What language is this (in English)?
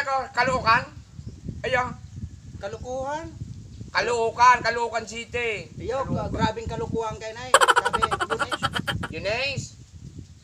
Bikol